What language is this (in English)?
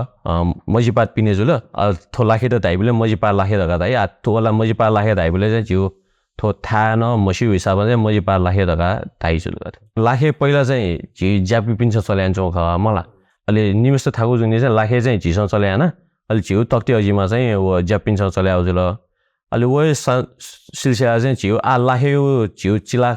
Newari